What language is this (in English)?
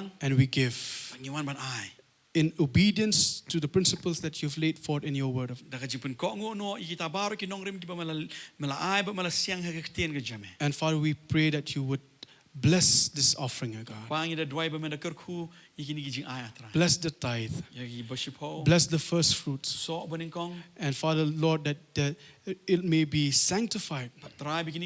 Khasi